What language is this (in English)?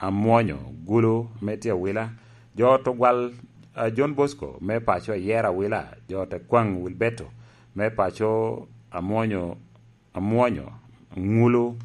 Lango (Uganda)